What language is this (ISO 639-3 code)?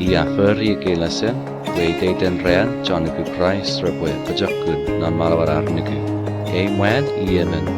chk